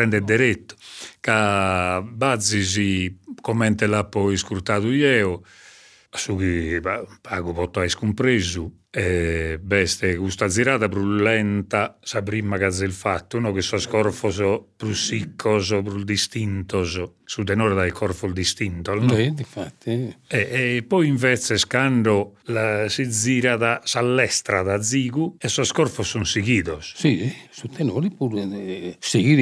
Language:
Sardinian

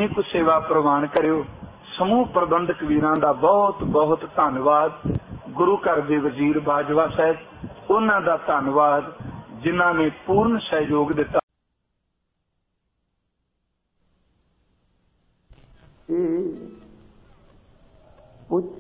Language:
Punjabi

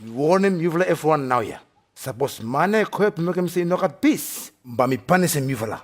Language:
Bislama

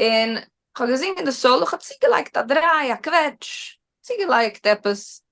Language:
Yiddish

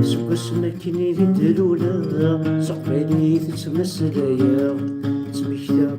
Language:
Kabyle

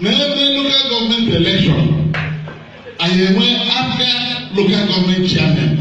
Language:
Igbo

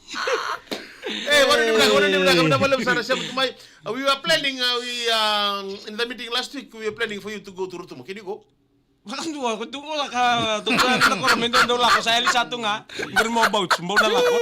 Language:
Fijian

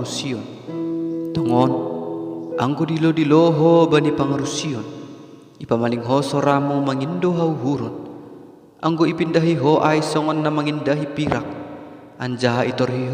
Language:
Batak Simalungun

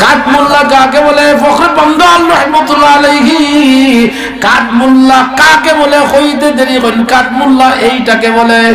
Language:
Sylheti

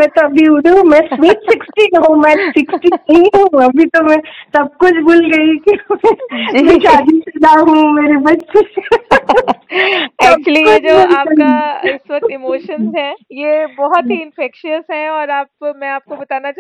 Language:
Hindi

